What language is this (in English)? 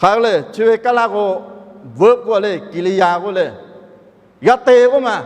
Lahu